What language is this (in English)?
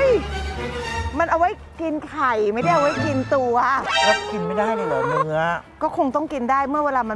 Thai